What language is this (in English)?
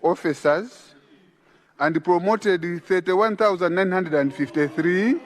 English